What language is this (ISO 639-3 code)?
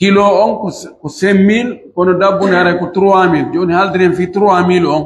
fuf